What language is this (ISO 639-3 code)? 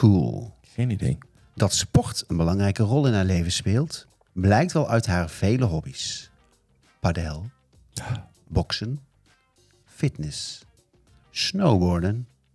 nld